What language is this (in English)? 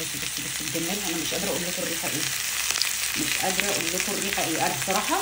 Egyptian Arabic